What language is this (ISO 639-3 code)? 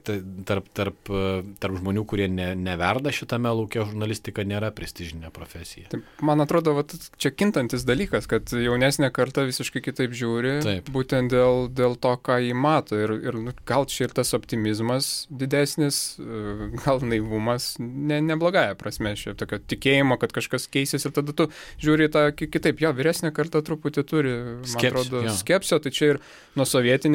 lit